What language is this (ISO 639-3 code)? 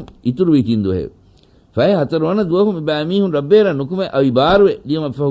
div